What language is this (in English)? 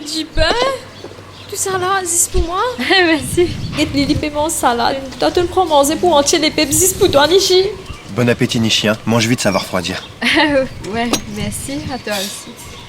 Morisyen